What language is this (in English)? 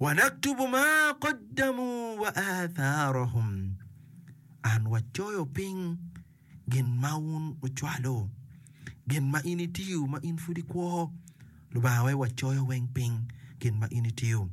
Acoli